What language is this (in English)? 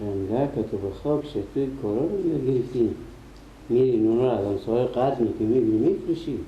Persian